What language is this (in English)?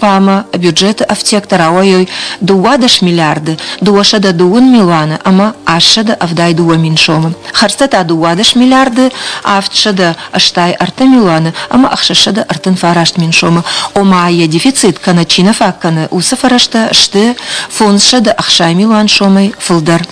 Ossetic